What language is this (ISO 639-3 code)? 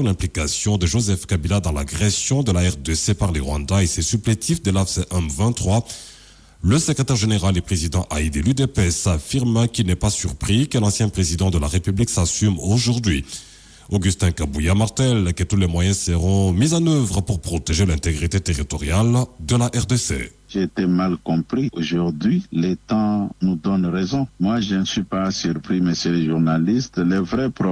fra